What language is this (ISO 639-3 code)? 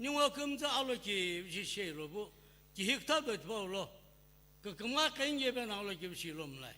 nsm